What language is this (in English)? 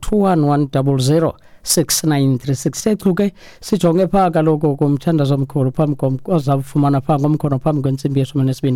Xhosa